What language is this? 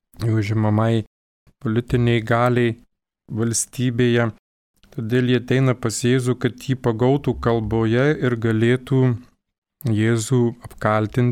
Lithuanian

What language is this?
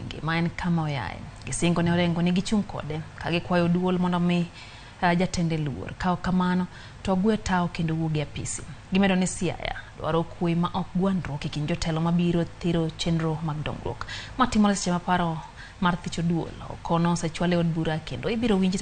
Luo (Kenya and Tanzania)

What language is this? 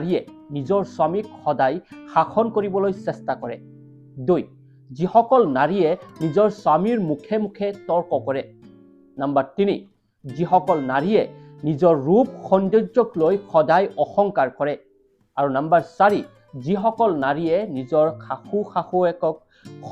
Assamese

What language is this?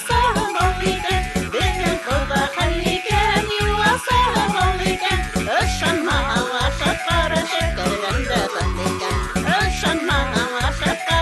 Bashkir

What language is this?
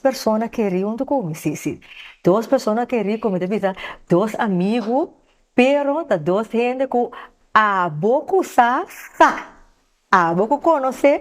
Papiamento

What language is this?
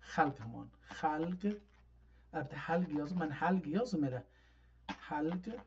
South Azerbaijani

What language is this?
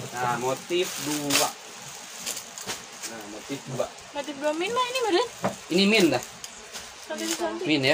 Indonesian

